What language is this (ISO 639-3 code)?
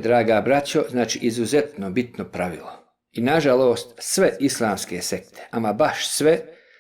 bos